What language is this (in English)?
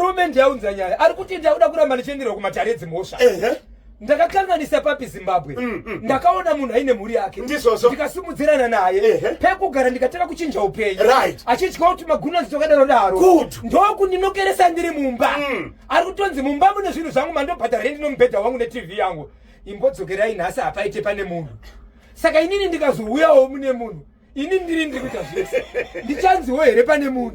Shona